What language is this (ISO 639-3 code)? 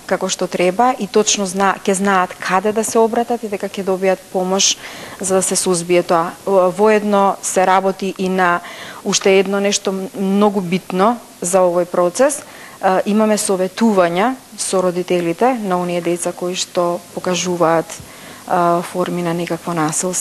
mkd